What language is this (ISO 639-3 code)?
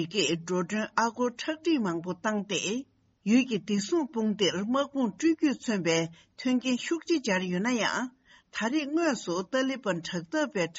bod